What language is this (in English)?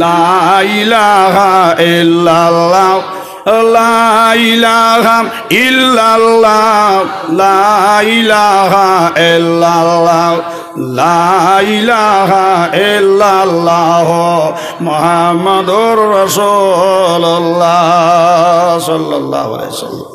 Sylheti